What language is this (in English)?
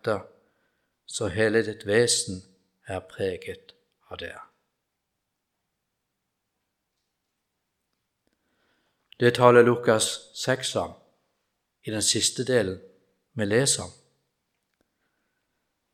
Norwegian